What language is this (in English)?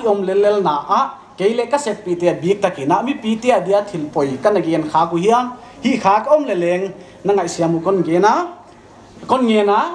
Paite Chin